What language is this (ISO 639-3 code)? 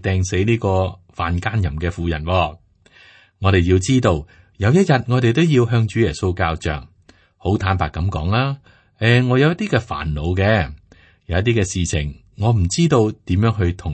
yue